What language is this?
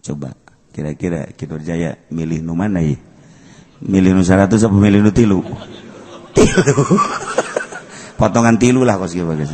Sundanese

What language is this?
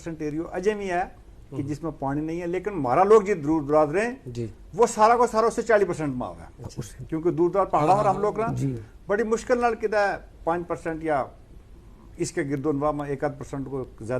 Gujari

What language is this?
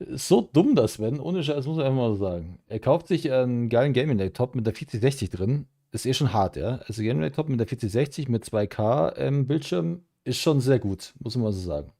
Bavarian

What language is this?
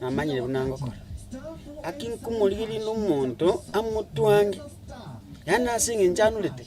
Gusii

